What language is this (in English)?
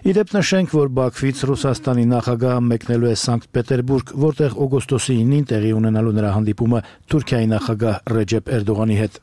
Armenian